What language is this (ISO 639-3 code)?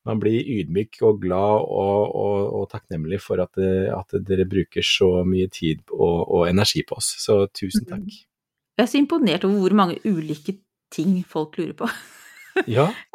nor